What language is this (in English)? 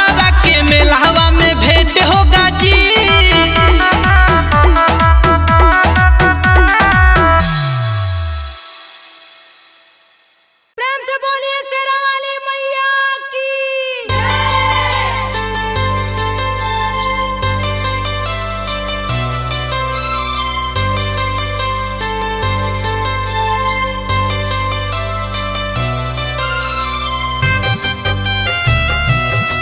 Bhojpuri